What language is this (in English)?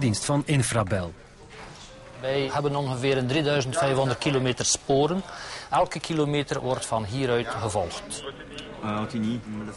Dutch